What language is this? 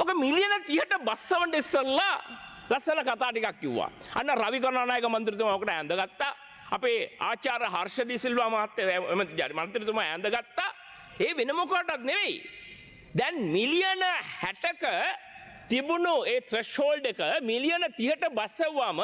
Sinhala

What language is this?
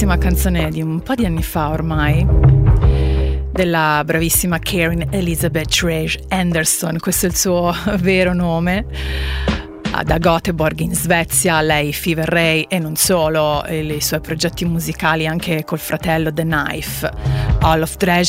Italian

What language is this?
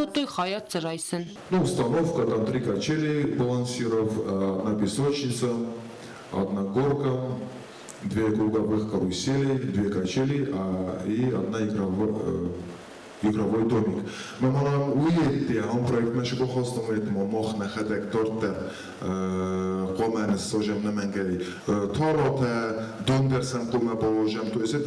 Ossetic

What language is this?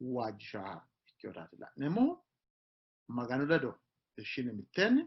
Sidamo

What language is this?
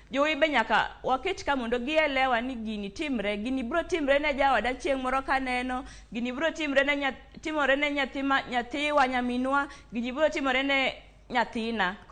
Luo (Kenya and Tanzania)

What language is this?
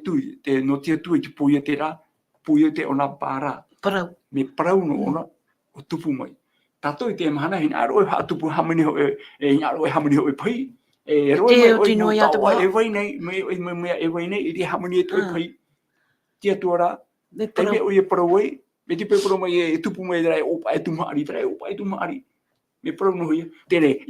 Tahitian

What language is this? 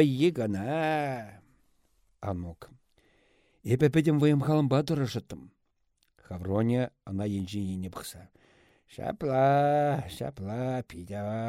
Chuvash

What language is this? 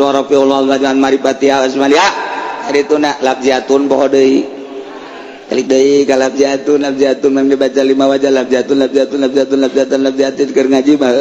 Sundanese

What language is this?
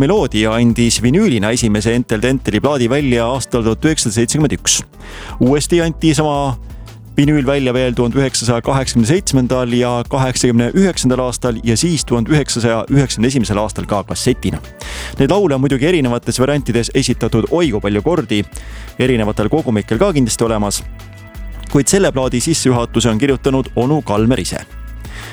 Estonian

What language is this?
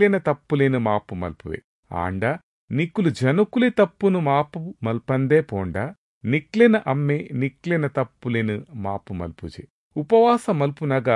Tulu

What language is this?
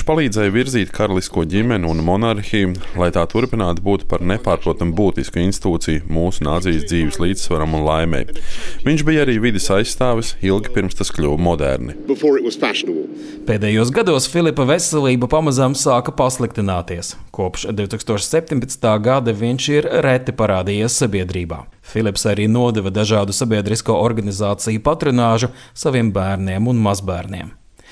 Latvian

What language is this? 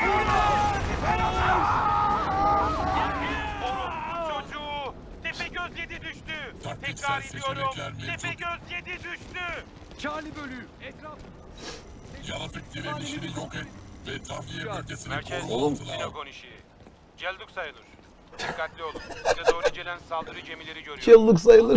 Turkish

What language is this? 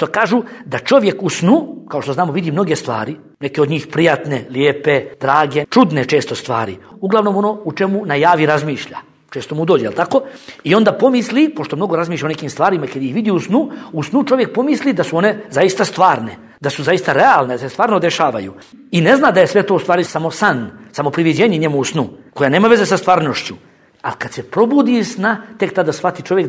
Bosnian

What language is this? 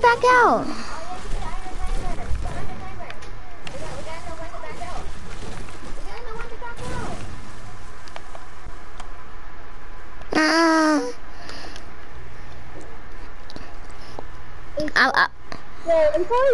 English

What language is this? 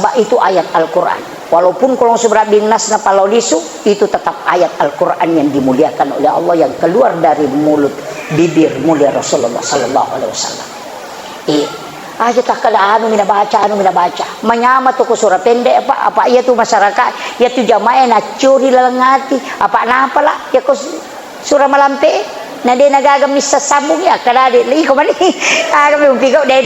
Buginese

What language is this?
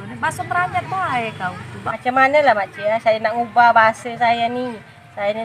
Musi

